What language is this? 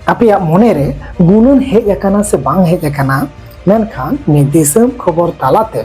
Santali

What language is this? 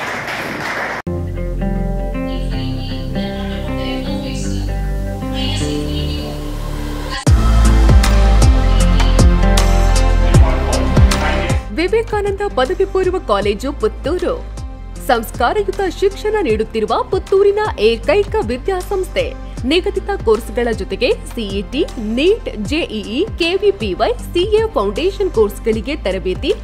Kannada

